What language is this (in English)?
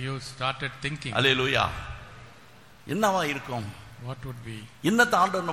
Tamil